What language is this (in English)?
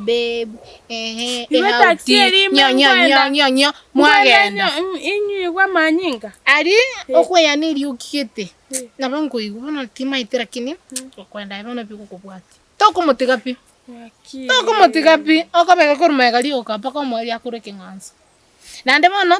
Gusii